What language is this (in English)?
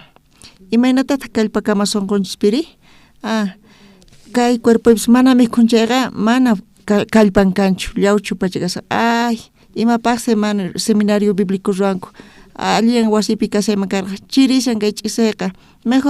South Bolivian Quechua